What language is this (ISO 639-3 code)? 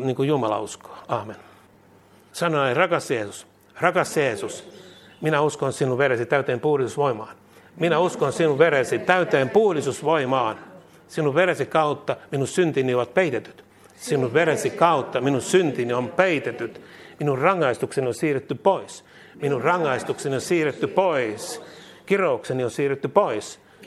fin